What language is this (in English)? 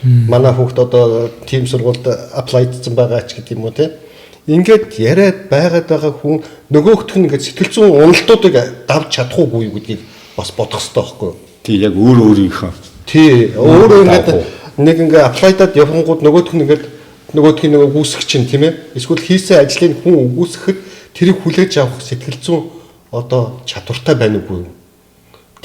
Mongolian